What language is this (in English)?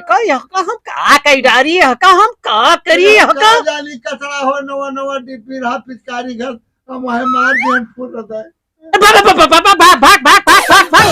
Awadhi